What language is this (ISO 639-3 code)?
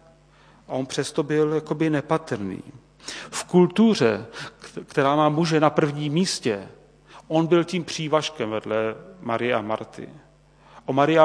ces